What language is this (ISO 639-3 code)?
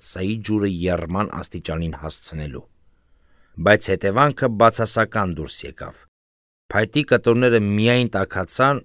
hye